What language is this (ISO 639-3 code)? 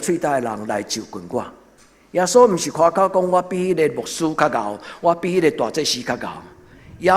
nan